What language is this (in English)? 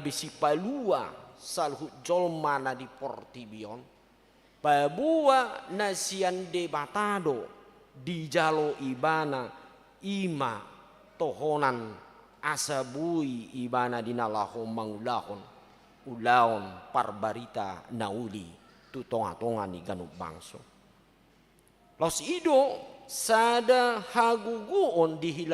Batak Toba